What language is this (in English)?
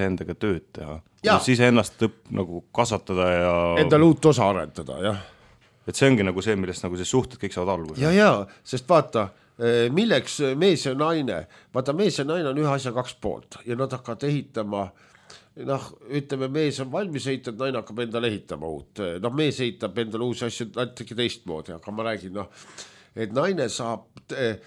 Estonian